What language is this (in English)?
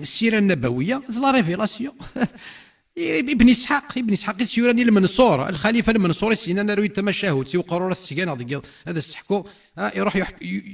Kabyle